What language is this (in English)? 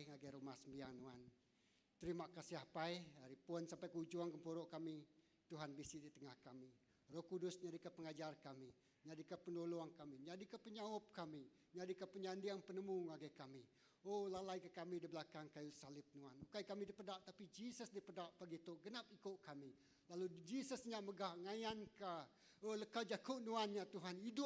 Iban